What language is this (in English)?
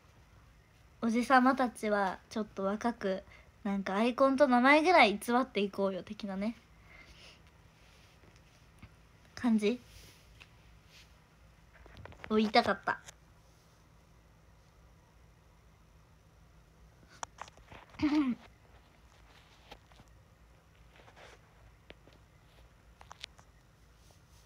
Japanese